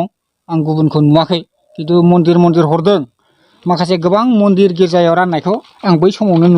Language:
Bodo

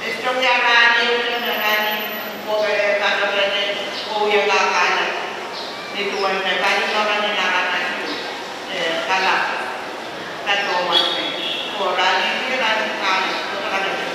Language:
Pohnpeian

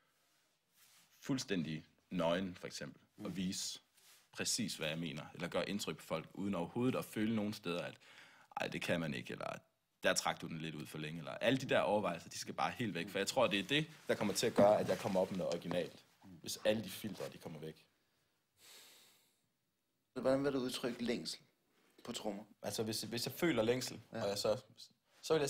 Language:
Danish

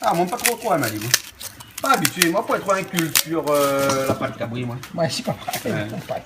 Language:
Réunion Creole French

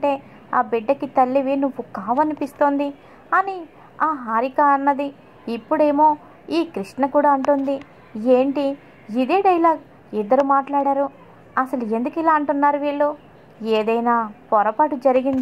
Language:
Telugu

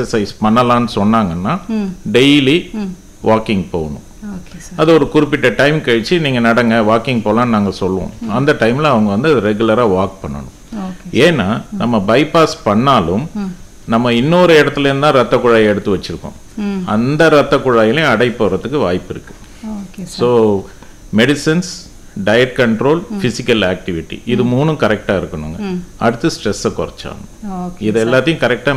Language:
Tamil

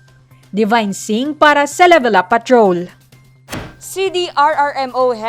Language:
Hiligaynon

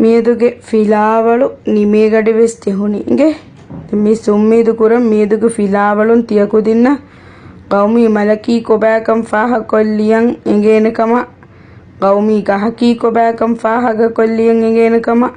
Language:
Divehi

